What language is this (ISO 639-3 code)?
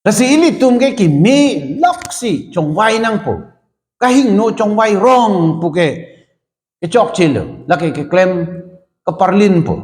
mjw